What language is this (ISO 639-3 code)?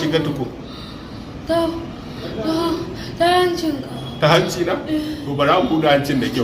hau